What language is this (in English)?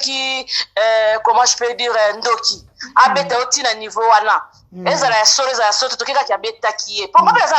Lingala